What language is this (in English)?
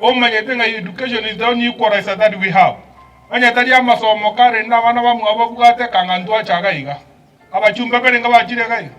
Gusii